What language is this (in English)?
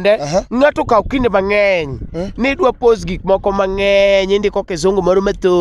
Luo (Kenya and Tanzania)